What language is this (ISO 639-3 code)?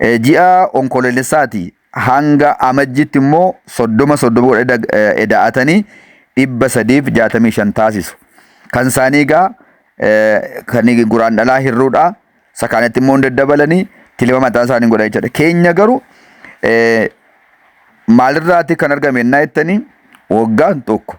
orm